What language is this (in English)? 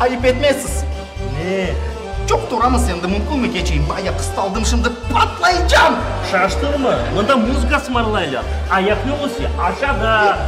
Crimean Tatar